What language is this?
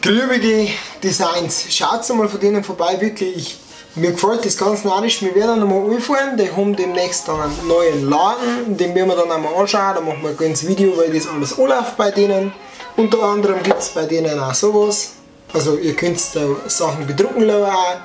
Bavarian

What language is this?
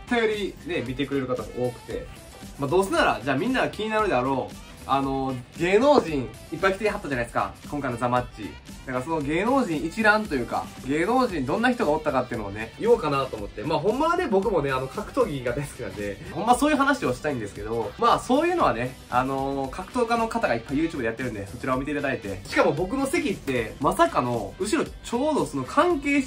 Japanese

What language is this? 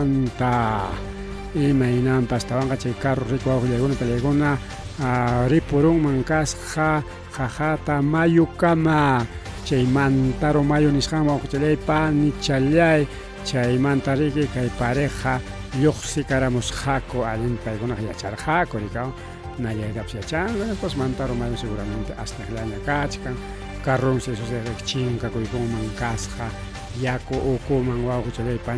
Ayacucho Quechua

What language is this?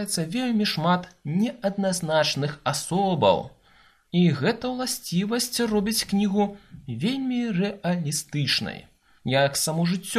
Belarusian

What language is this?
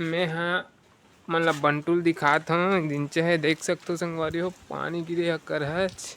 Chhattisgarhi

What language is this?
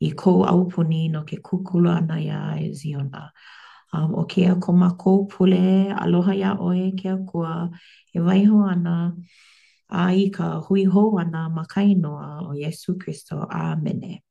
Hawaiian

